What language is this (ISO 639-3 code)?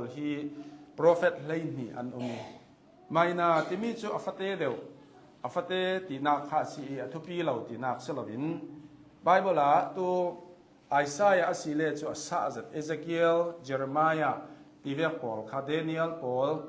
cnh